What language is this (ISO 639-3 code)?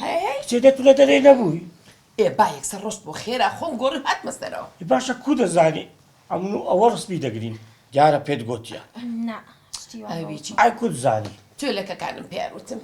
ckb